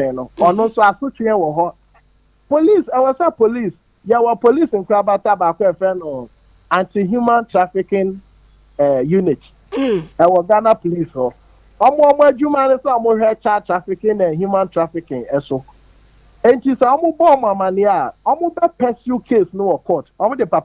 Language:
Akan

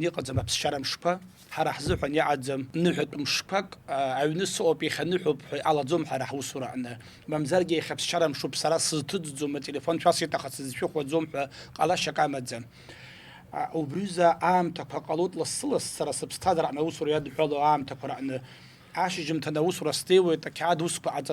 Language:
Abkhazian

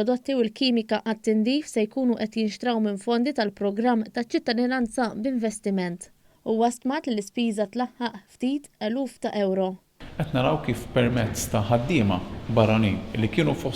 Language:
Maltese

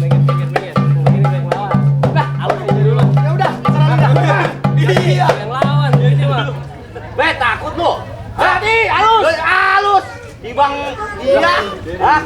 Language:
Betawi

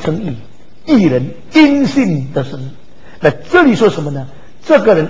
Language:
Chinese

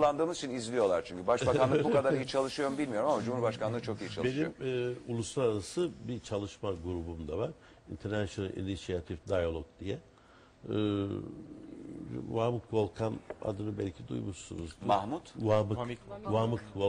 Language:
Turkish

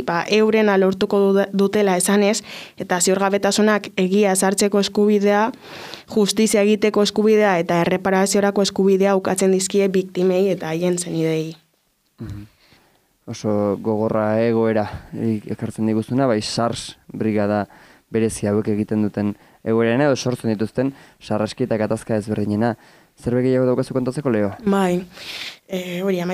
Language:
Basque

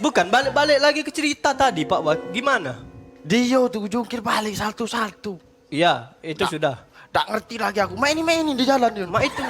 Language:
Musi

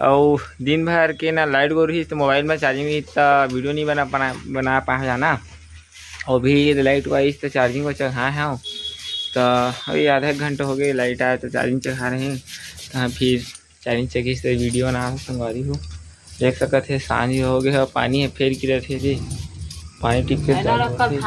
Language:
Chhattisgarhi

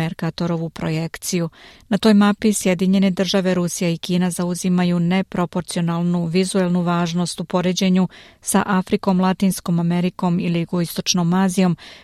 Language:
Serbian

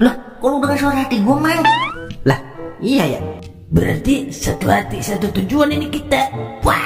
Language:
Betawi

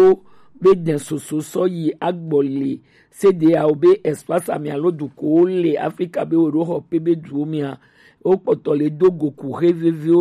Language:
Gen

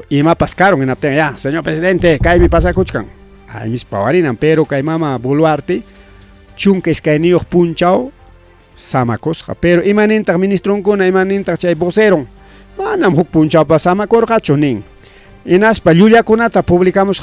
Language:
Ayacucho Quechua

